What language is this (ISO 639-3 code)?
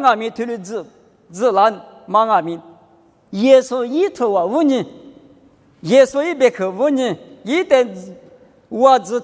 lis